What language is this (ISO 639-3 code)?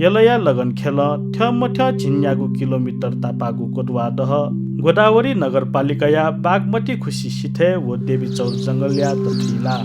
new